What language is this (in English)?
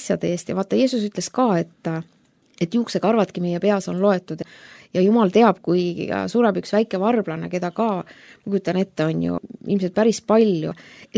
Estonian